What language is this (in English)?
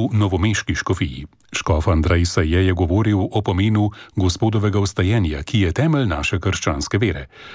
Slovenian